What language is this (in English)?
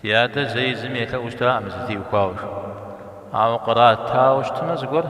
Kabardian